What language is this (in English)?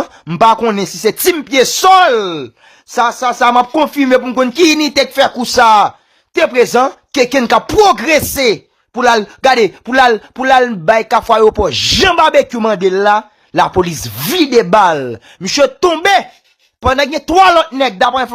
Haitian Creole